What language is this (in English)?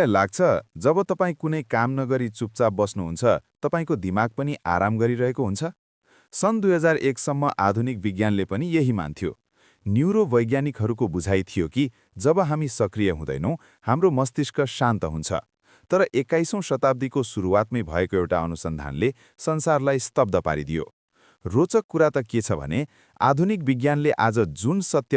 Nepali